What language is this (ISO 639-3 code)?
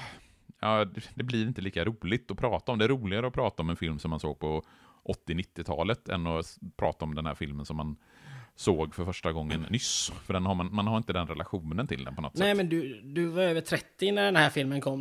swe